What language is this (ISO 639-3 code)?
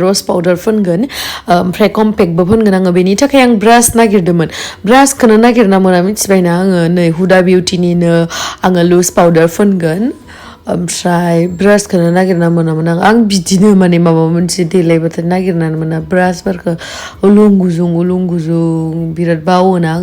brx